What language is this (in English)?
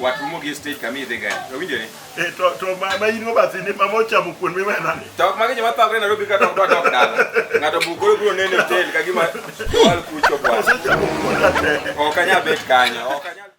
Luo (Kenya and Tanzania)